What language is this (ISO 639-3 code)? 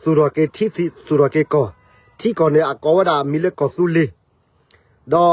ksw